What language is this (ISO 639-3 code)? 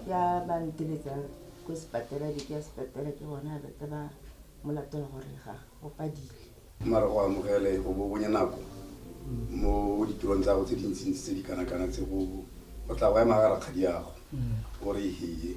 tsn